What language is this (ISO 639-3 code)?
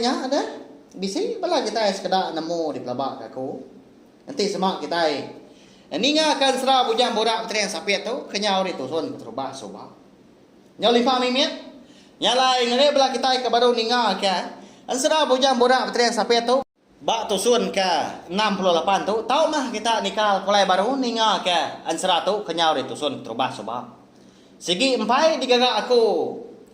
iba